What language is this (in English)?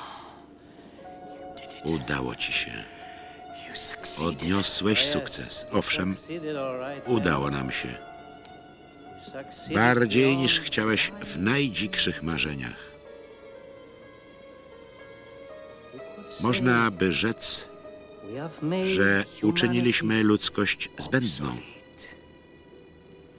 Polish